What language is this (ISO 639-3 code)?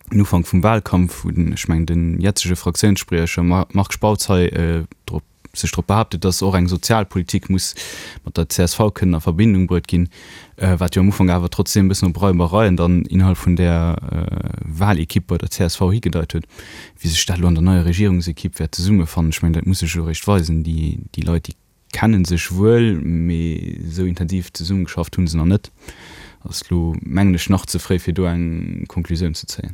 ltz